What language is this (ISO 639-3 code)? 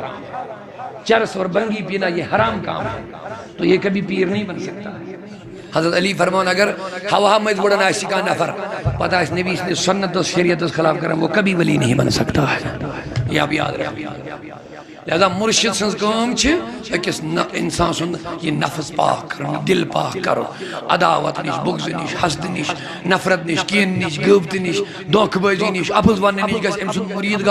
kas